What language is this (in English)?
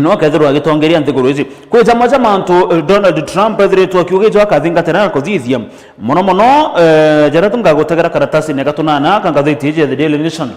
Meru